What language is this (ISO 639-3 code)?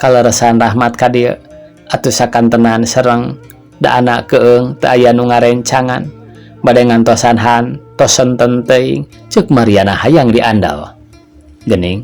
sun